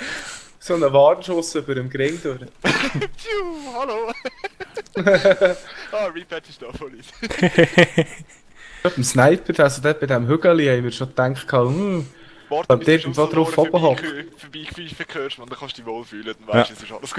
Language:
Swiss German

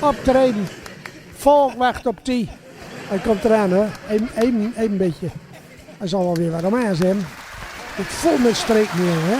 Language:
Gronings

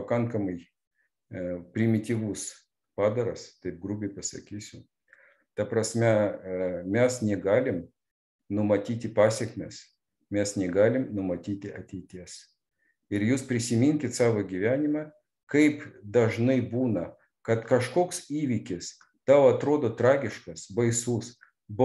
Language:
Lithuanian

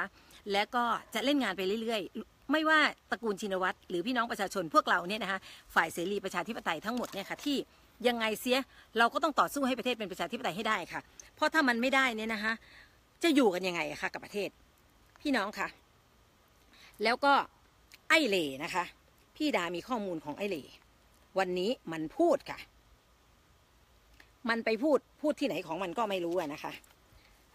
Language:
Thai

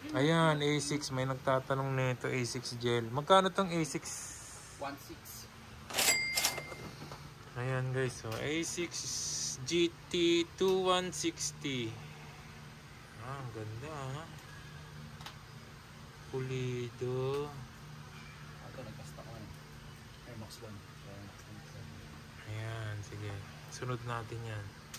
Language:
Filipino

